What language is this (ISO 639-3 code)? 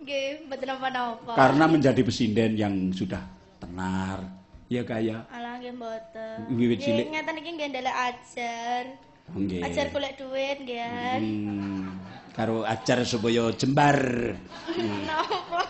jav